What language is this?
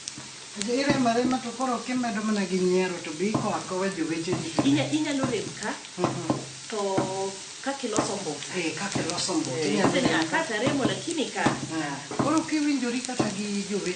Luo (Kenya and Tanzania)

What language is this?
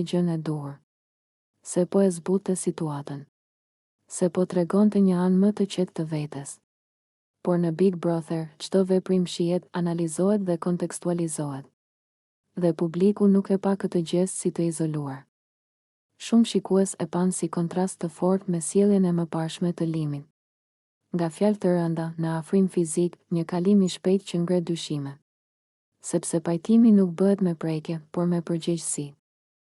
Albanian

